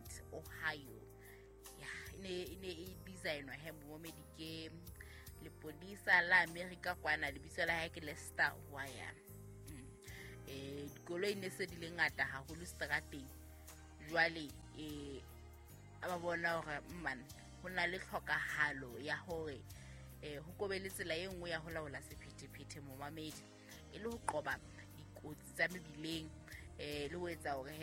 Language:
Southern Sotho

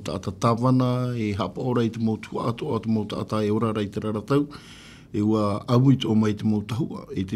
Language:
Tahitian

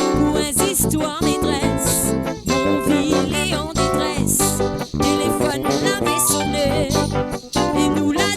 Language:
Réunion Creole French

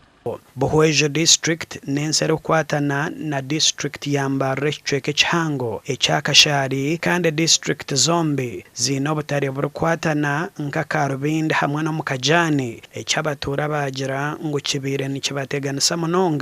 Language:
Nyankole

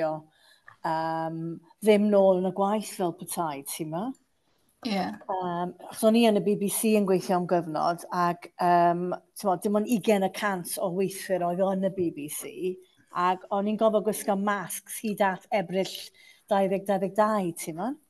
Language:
Welsh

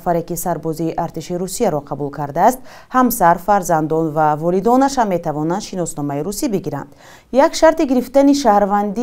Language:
Tajik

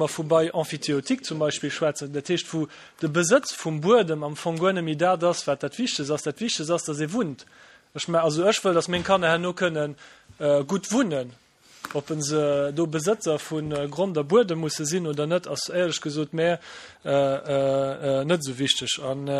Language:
Luxembourgish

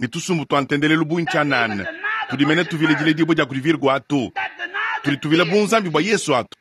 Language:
Luba-Lulua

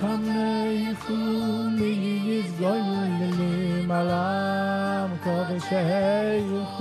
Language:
Yiddish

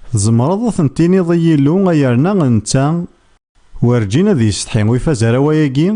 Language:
Kabyle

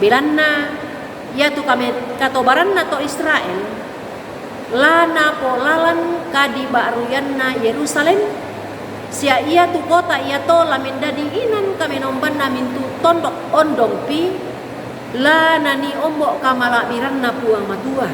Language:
Toraja-Sa'dan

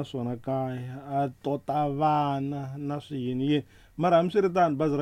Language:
Tsonga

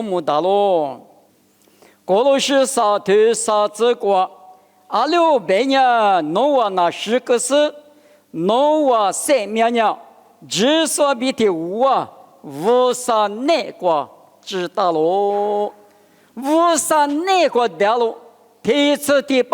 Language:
Lisu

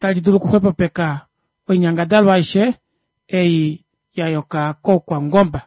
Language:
Kuanyama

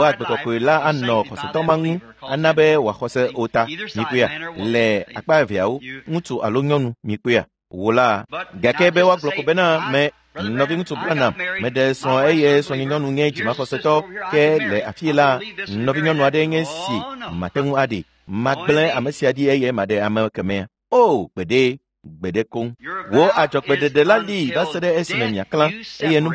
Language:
Ewe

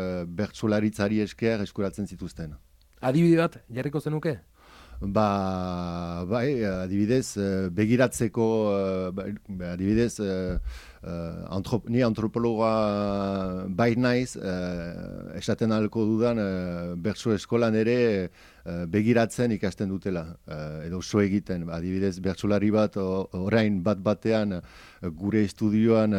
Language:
Basque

